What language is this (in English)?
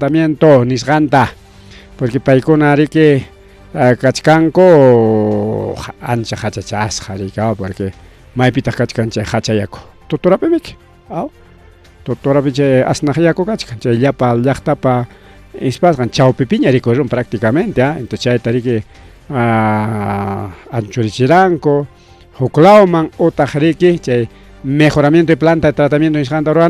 Ayacucho Quechua